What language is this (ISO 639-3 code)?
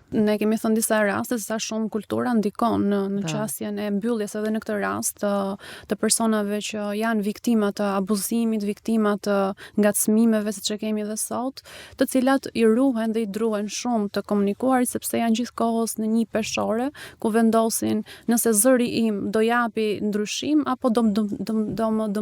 sqi